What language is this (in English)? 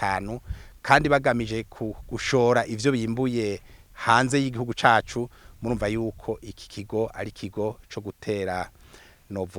Rundi